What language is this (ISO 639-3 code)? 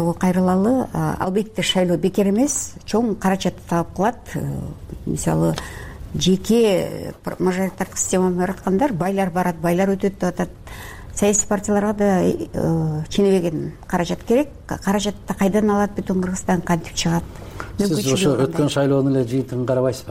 kir